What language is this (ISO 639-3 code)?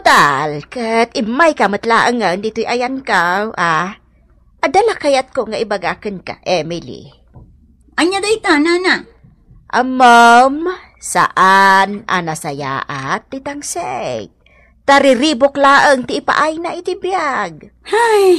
ilo